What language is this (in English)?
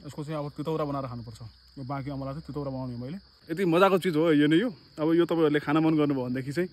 Nepali